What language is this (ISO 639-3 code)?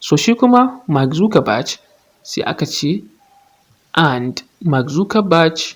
hau